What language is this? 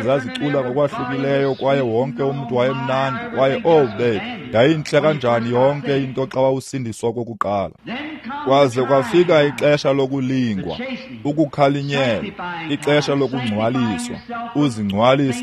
Xhosa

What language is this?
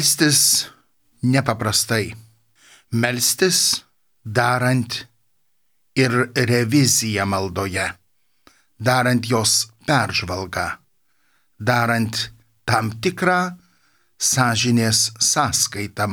Lithuanian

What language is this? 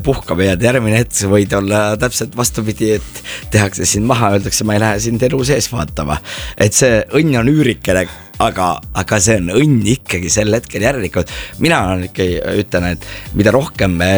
Estonian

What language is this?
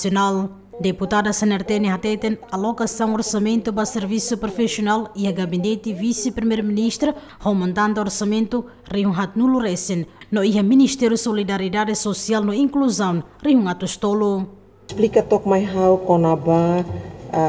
Tetum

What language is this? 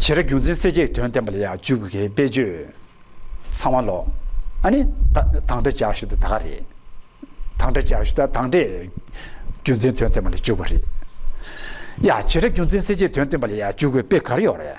Tibetan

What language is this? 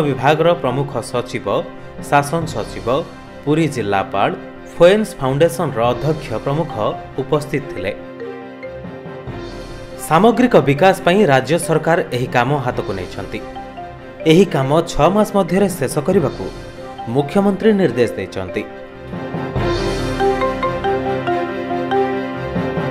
Odia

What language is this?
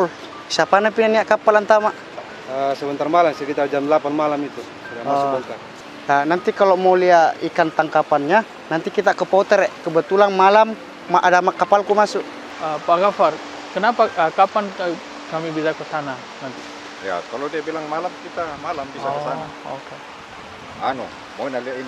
Makassar Malay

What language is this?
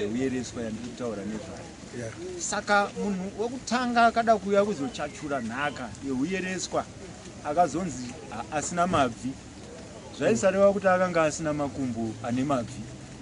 Shona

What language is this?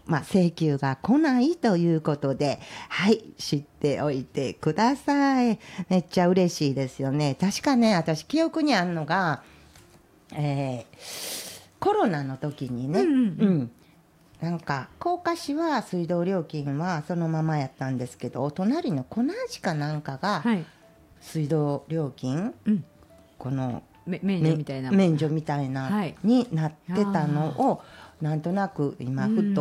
Japanese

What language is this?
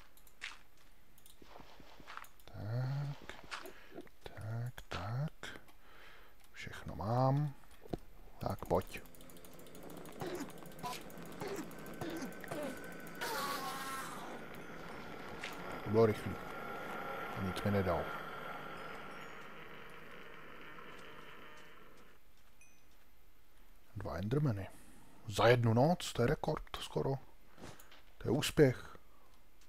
Czech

